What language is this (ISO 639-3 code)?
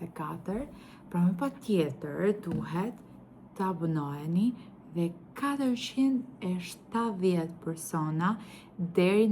sqi